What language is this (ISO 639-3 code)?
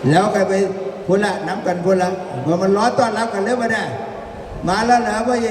tts